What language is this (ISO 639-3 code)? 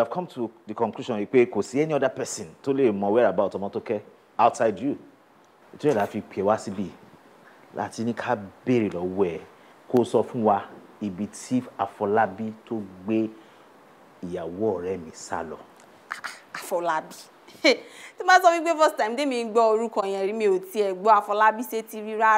yor